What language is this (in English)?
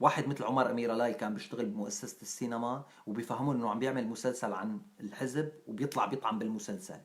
North Levantine Arabic